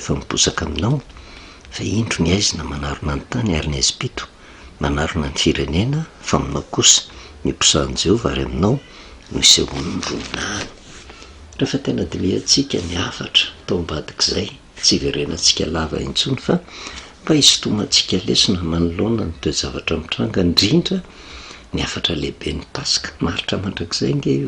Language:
Malagasy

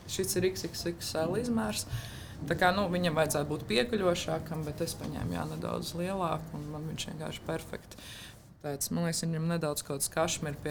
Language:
Latvian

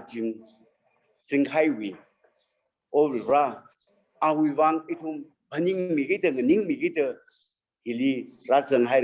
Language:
Tangkhul Naga (India)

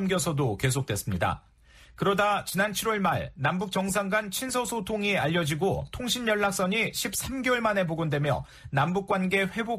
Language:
Korean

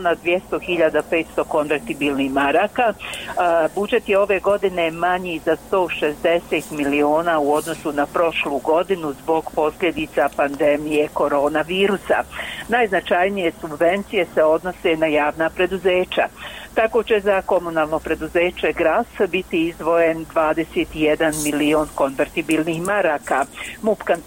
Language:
Bosnian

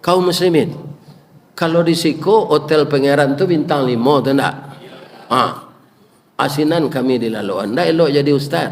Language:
Minangkabau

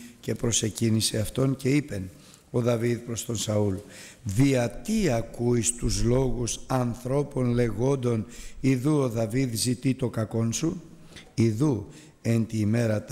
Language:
Greek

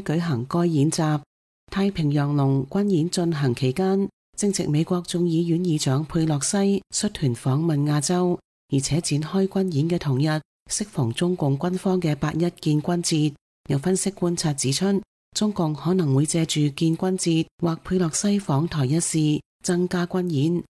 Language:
Cantonese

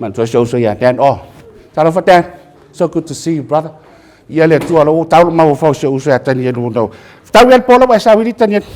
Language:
Samoan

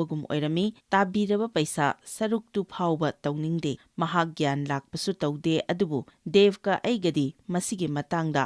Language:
Manipuri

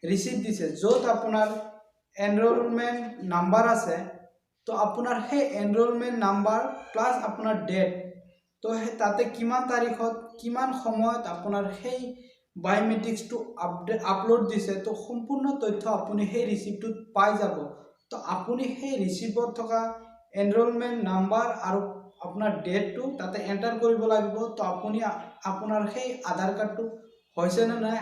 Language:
Assamese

